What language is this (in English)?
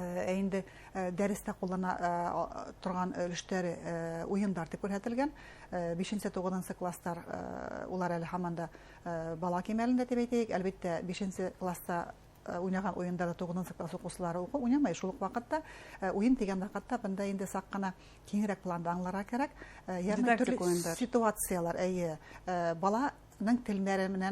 Bashkir